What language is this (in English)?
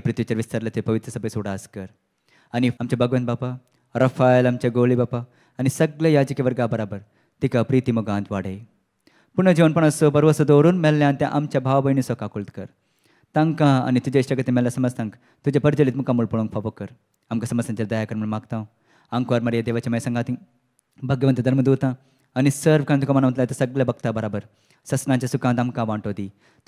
Konkani